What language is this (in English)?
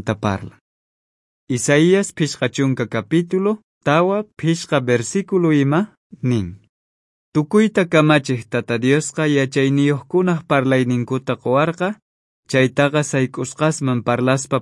South Bolivian Quechua